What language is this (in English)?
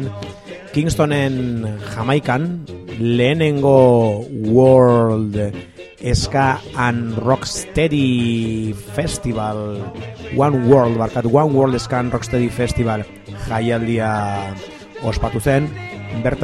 Basque